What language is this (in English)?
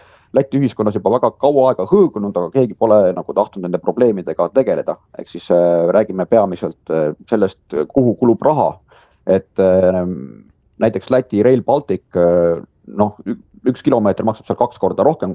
Estonian